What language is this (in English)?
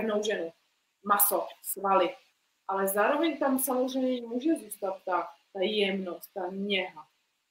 Czech